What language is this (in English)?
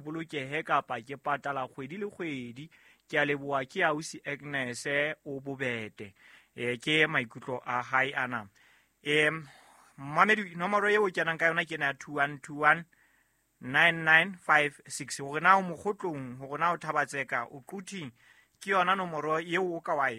Southern Sotho